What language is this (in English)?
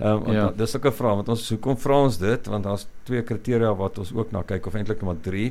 Afrikaans